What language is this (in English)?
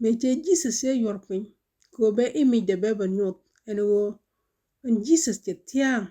Nuer